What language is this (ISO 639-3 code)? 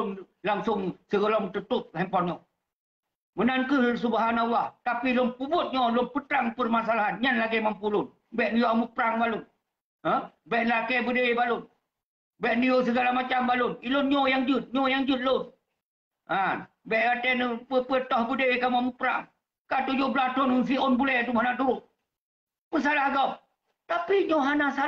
ace